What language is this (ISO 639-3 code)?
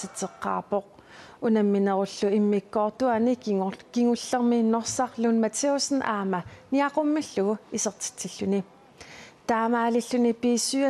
kal